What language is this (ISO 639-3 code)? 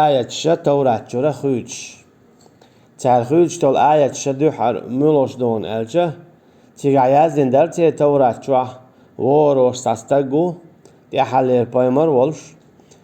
che